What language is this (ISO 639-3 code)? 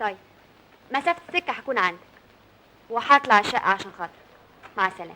arz